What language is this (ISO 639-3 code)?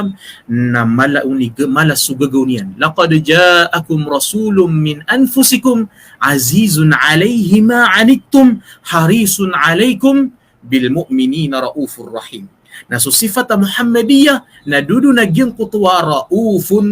mrw